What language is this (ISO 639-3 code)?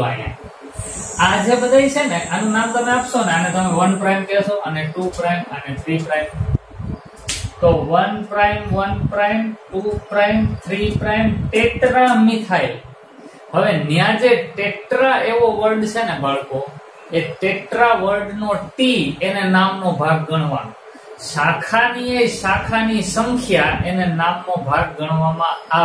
guj